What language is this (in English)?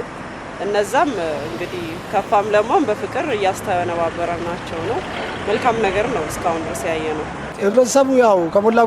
Amharic